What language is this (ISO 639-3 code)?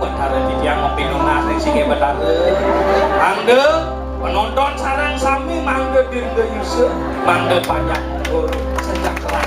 ban